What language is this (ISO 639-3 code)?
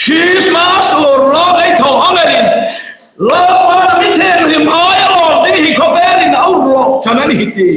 hmr